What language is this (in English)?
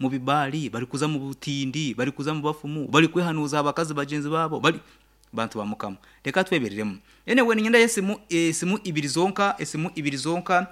Nyankole